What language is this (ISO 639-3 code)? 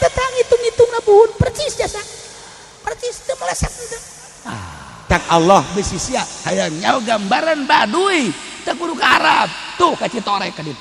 sun